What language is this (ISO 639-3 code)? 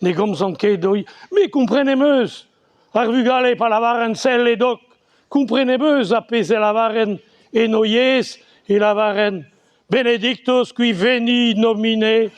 bre